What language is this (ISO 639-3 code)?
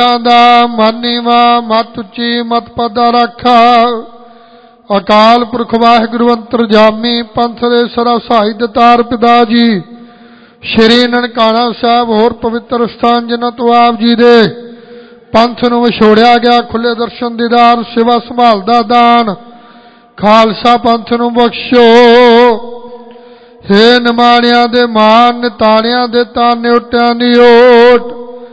pan